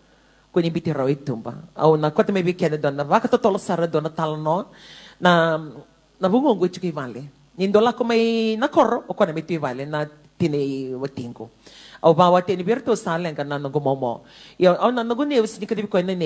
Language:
Fijian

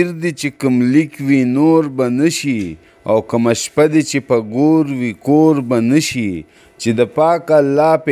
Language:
Pashto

